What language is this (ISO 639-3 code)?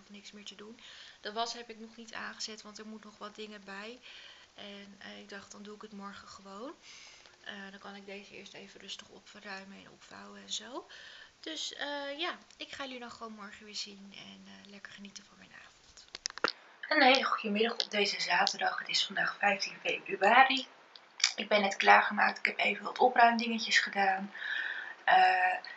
nld